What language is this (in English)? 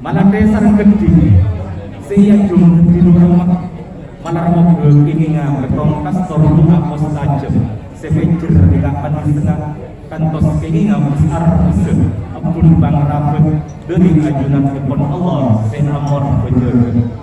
Madurese